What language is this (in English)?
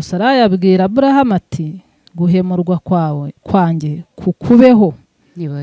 Kinyarwanda